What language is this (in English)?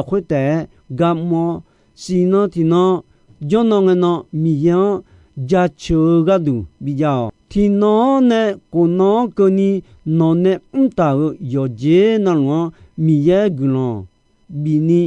Akha